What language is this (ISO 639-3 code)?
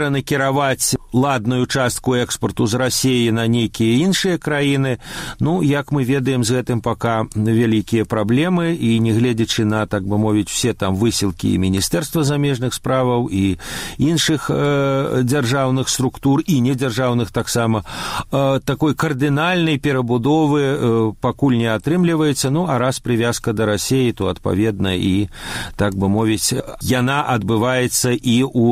bel